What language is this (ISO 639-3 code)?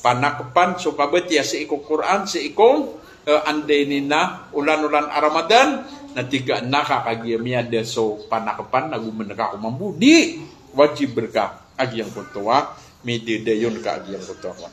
mrw